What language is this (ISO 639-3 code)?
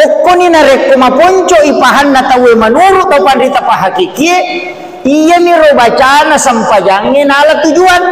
bug